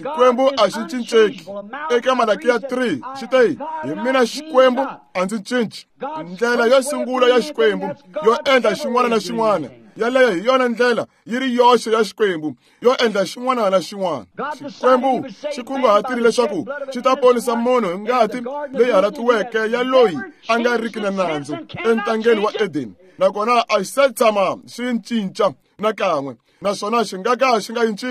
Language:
Tsonga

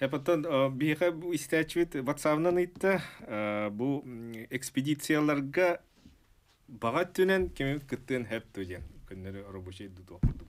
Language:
Yakut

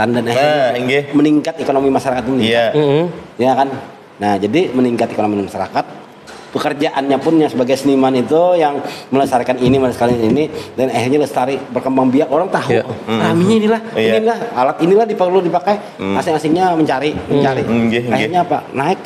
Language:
Banjar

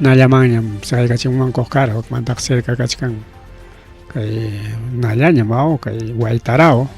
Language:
Ayacucho Quechua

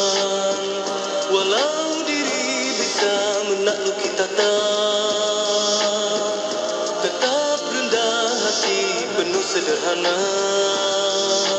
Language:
Malay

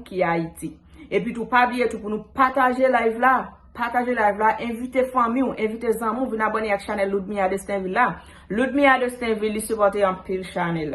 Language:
Haitian Creole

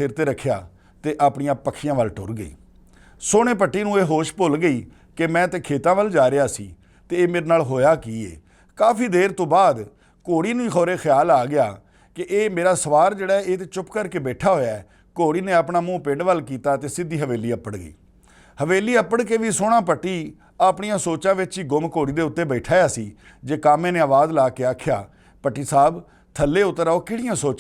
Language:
Western Panjabi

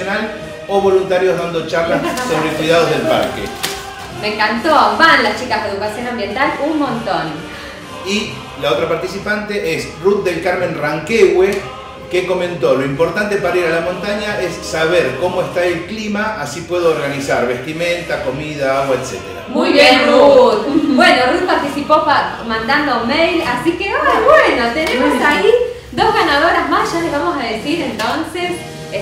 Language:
Spanish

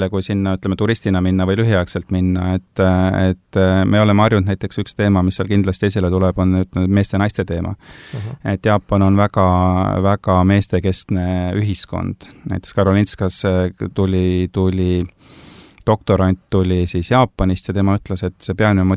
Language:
Estonian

